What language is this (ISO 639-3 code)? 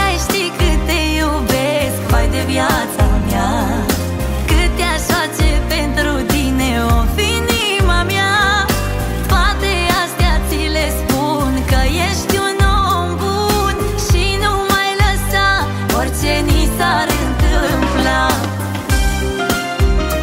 ron